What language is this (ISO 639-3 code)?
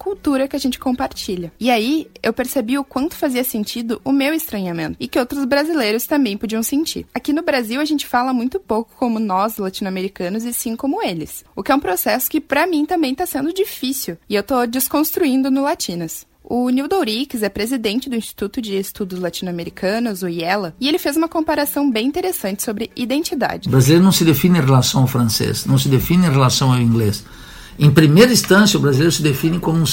por